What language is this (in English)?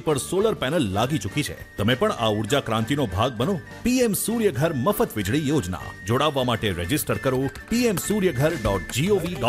Gujarati